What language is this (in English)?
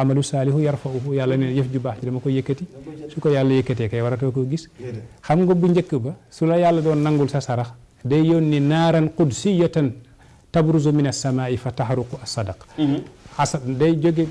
Wolof